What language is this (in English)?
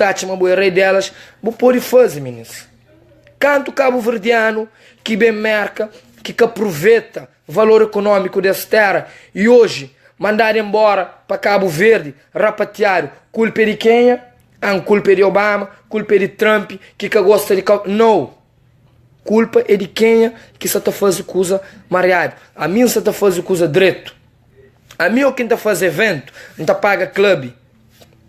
Kabuverdianu